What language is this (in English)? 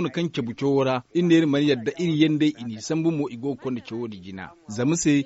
Zarma